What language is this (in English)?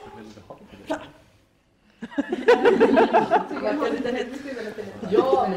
Swedish